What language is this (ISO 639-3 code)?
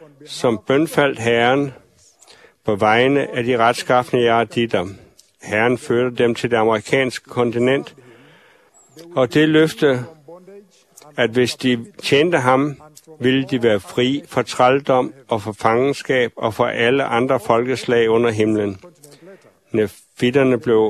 dan